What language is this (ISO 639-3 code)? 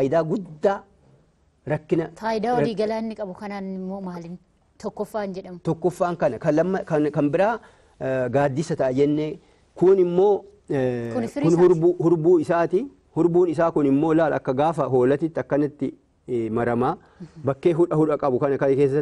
orm